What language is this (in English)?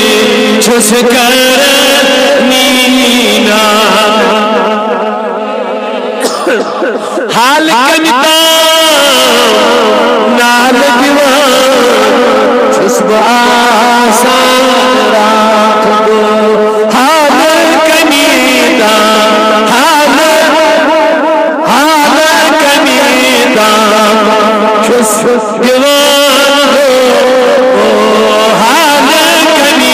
Kashmiri